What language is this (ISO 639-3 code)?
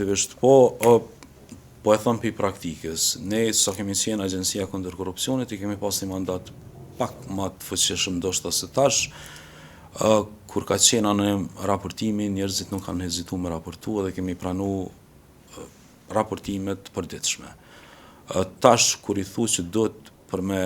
sqi